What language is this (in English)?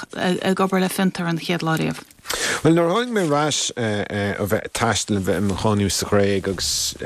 Irish